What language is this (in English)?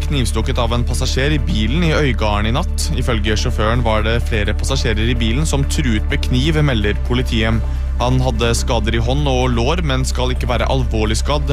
Norwegian